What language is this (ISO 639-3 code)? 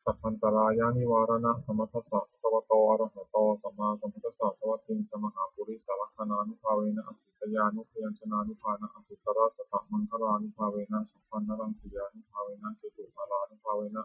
pli